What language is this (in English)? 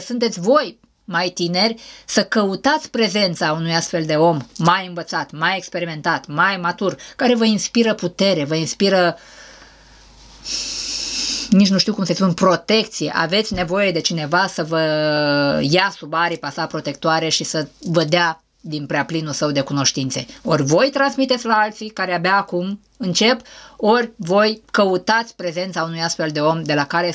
Romanian